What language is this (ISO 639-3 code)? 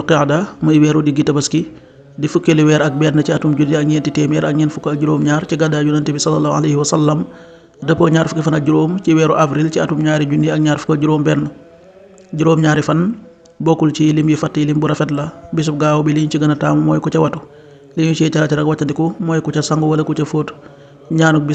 wol